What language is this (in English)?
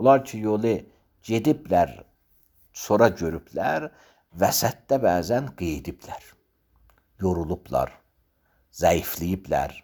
Azerbaijani